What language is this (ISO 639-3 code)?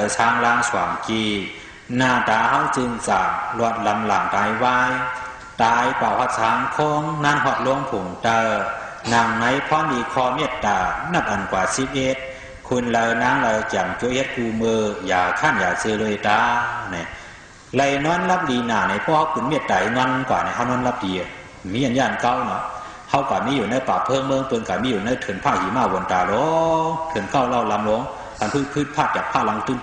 shn